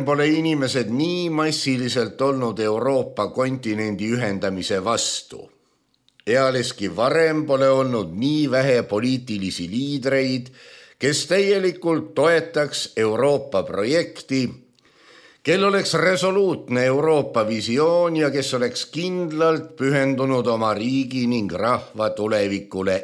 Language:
Estonian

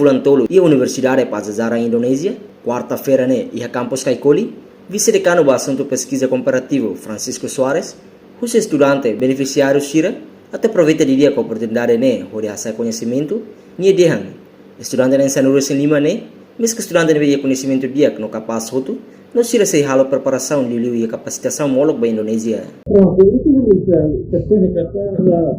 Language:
Tetum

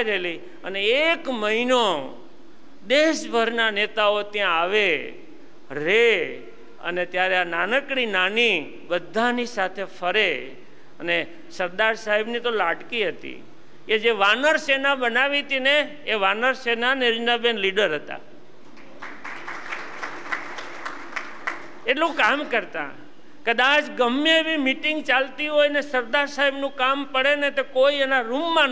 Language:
Gujarati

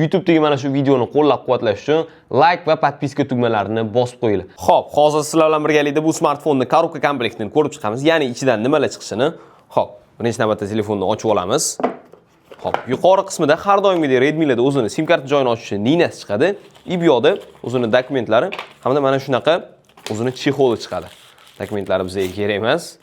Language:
Uzbek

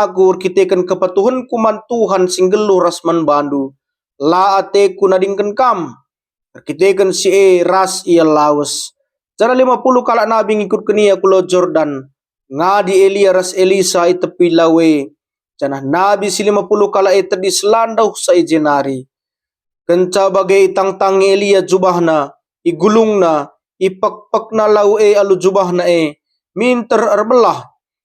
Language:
Batak Karo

